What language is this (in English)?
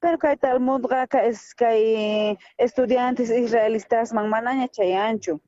South Bolivian Quechua